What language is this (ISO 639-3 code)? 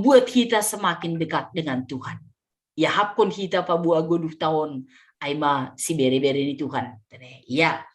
bts